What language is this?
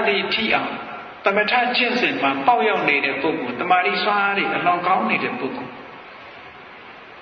Burmese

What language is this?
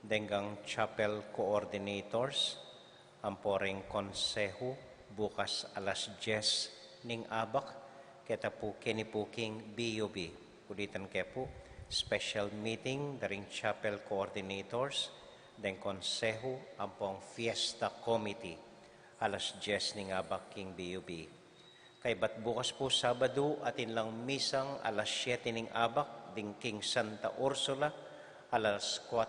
Pampanga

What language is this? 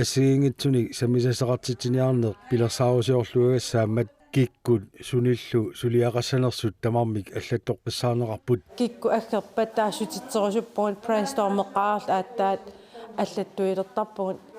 Kalaallisut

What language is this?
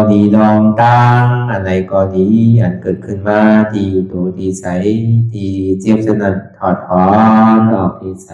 Shan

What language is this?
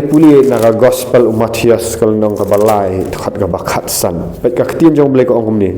Khasi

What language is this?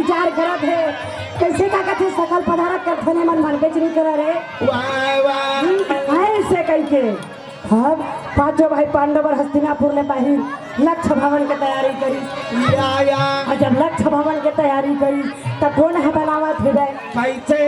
Chhattisgarhi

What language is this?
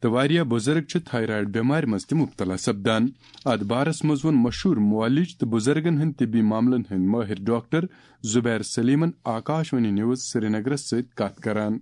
Kashmiri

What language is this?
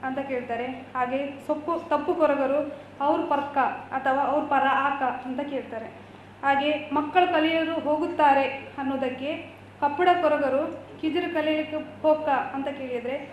Kannada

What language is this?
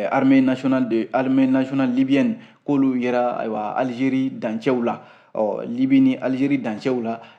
Bambara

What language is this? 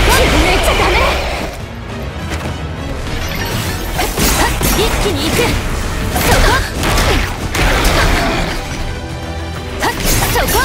Japanese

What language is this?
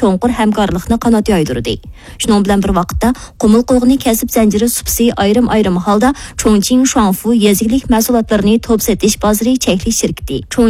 Uyghur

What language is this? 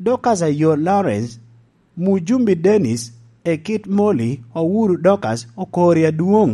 Lango (Uganda)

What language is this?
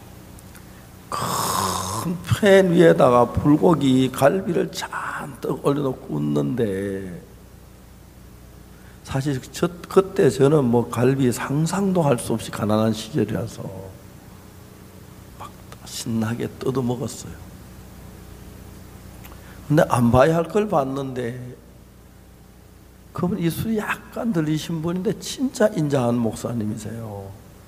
Korean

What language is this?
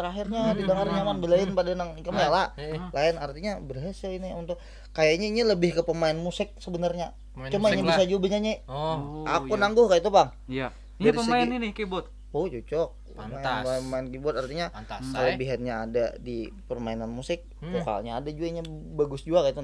Banjar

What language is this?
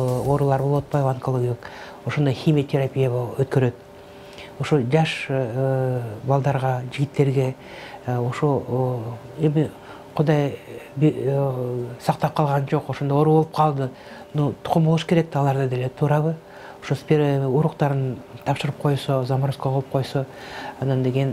Kyrgyz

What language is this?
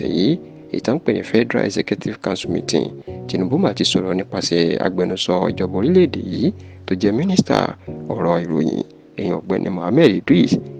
Yoruba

